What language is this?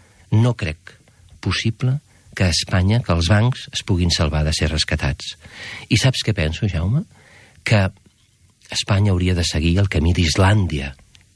Catalan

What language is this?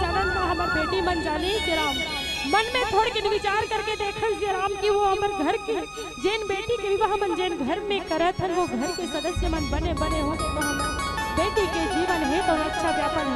Chhattisgarhi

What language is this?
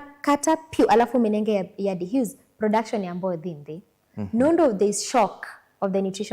Kamba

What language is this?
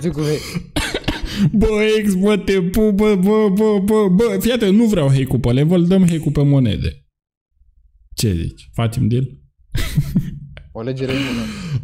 Romanian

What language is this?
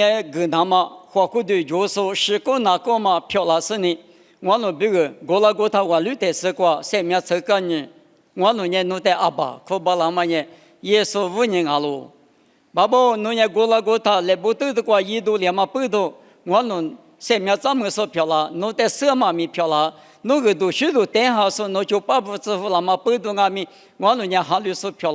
Lisu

